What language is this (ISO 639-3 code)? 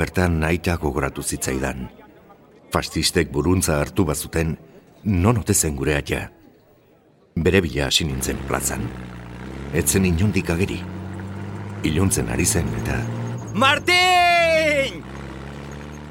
eus